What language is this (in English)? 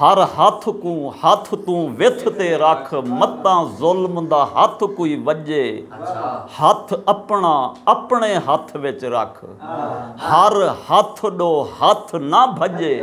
Saraiki